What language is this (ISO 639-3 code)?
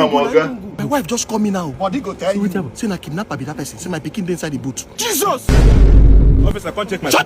pcm